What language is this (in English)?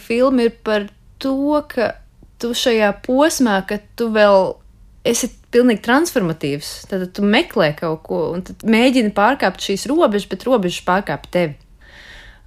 Latvian